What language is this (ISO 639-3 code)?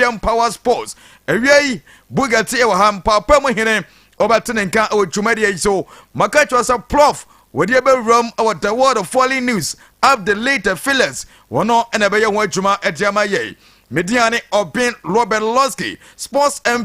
aka